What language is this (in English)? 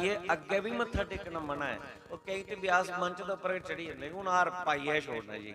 Dogri